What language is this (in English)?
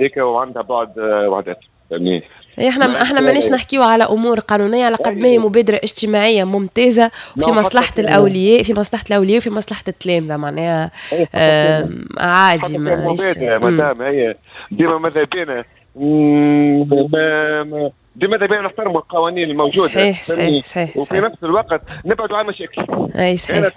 Tunisian Arabic